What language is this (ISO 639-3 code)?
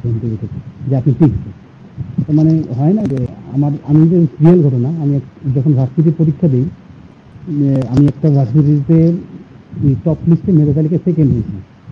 ben